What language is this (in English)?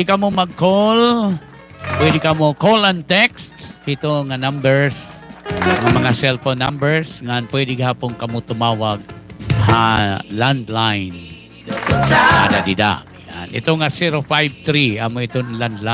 Waray